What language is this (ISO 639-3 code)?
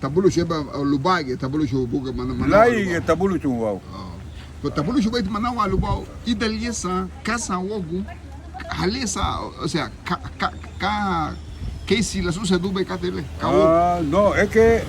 cab